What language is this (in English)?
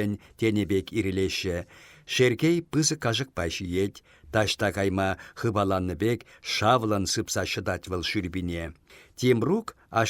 Chuvash